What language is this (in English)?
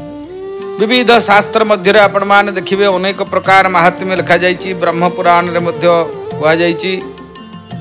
Odia